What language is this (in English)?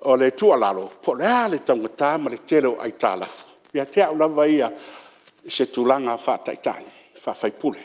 Samoan